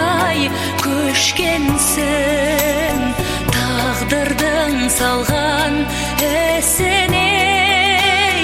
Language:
Kazakh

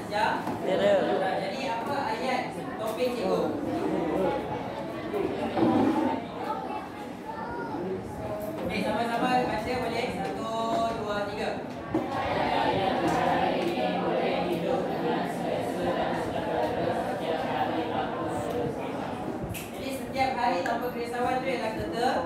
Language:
Malay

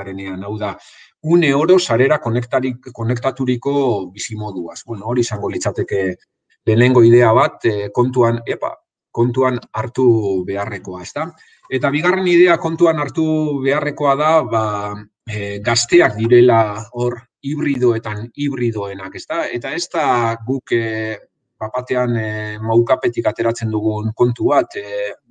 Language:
Basque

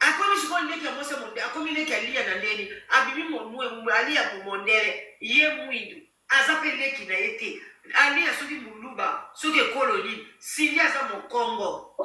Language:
Lingala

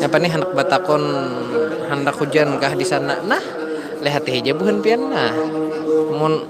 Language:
Banjar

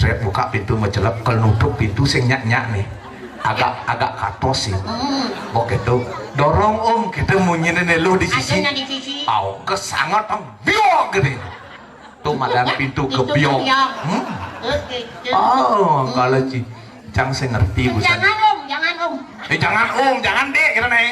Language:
Balinese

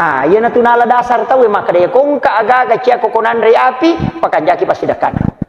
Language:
Buginese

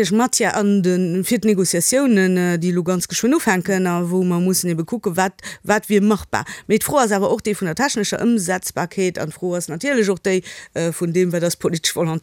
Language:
Luxembourgish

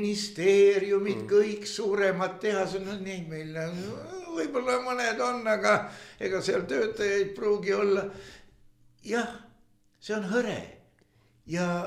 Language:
Estonian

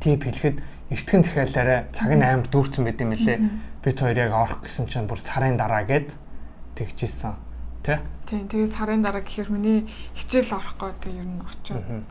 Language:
Mongolian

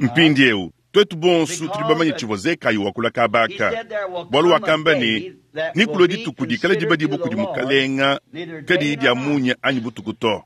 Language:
Luba-Lulua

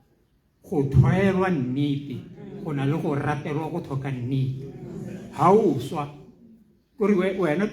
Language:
Tswana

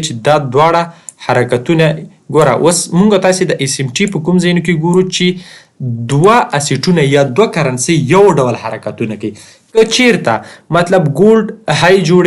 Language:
Pashto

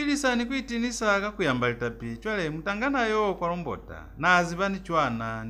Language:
Lozi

